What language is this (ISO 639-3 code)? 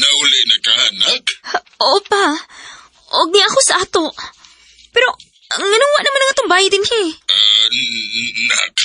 ceb